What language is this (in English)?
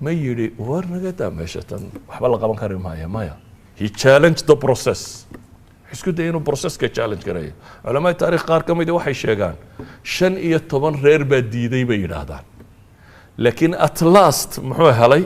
Somali